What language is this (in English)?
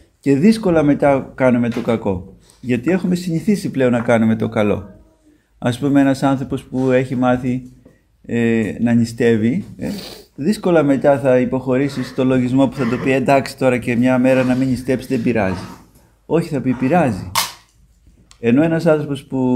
Greek